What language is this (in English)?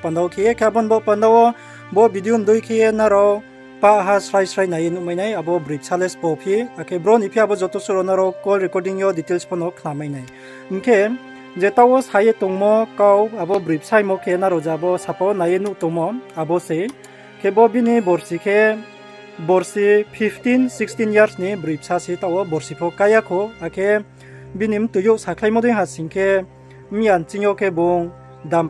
Riang (India)